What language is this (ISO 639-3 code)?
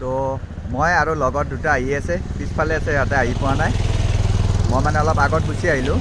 asm